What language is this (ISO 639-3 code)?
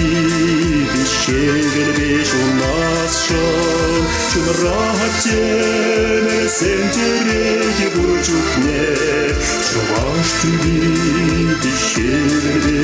chv